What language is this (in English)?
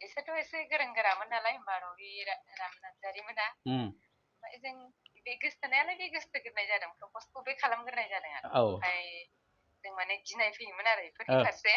Bodo